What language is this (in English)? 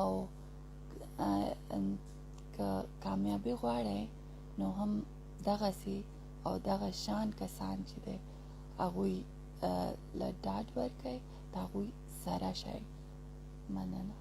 Pashto